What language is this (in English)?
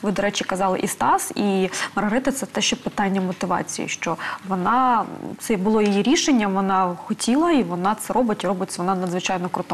Ukrainian